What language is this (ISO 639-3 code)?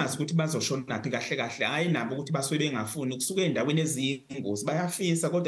zul